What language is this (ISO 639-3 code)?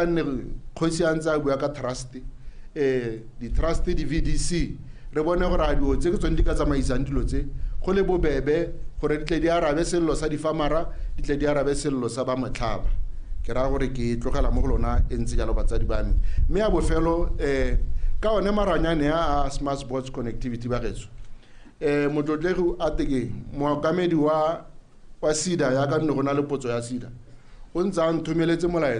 tsn